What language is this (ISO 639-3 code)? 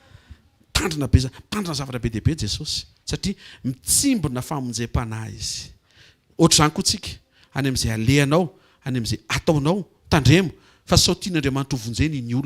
mlg